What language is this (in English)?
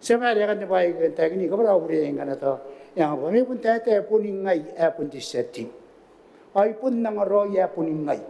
Gilbertese